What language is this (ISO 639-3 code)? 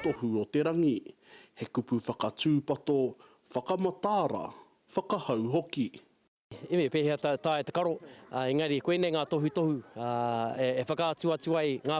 mri